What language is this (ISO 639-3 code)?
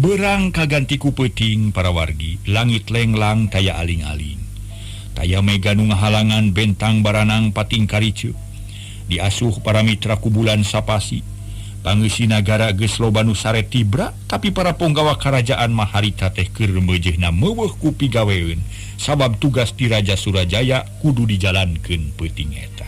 sun